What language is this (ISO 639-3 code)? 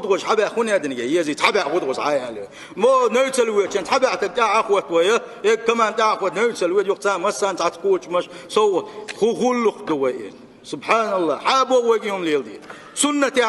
che